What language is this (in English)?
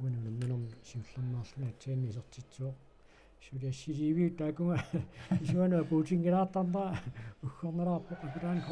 Kalaallisut